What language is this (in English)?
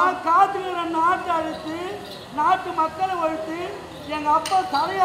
Tamil